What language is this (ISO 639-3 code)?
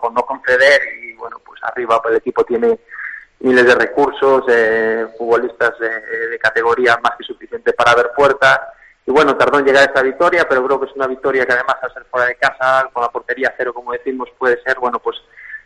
spa